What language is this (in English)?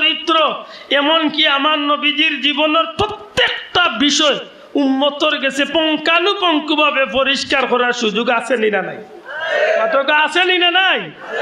Sylheti